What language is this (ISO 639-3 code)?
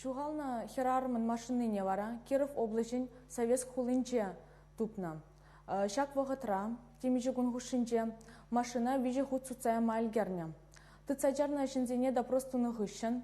chv